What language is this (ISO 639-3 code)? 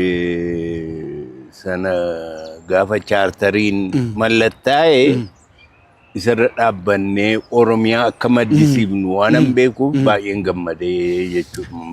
orm